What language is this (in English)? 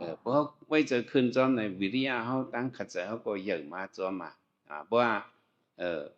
Shan